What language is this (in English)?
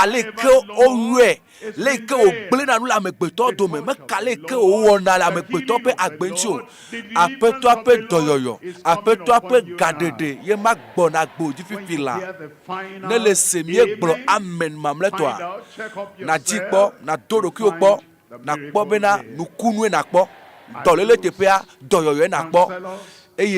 Ewe